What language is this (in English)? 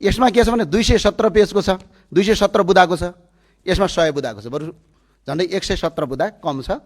Nepali